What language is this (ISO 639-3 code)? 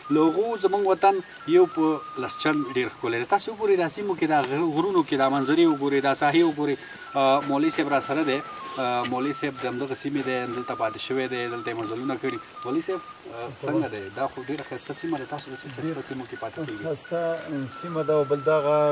pus